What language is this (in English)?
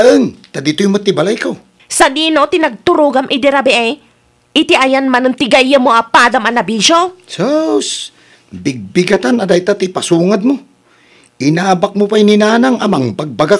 Iloko